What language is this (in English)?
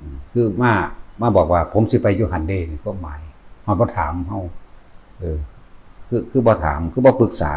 Northeastern Thai